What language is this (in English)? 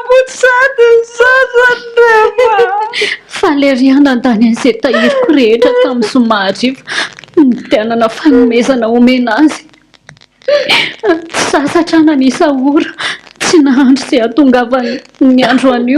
Malagasy